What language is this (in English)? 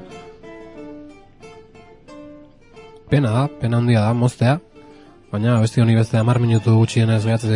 Basque